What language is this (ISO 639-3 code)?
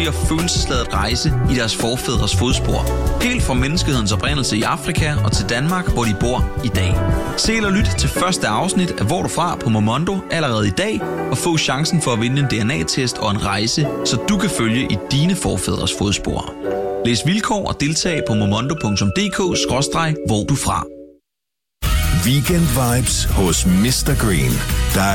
dan